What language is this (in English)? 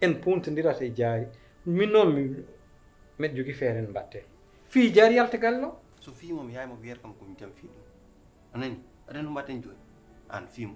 Fula